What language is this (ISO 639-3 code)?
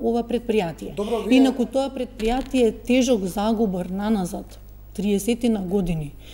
mkd